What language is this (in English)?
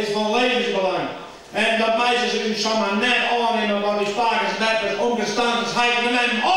Western Frisian